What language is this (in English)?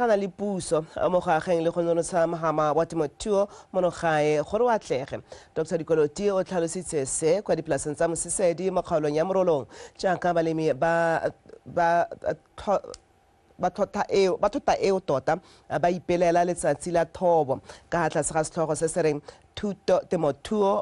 Tswana